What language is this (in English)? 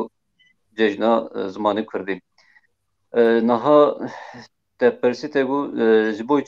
Kurdish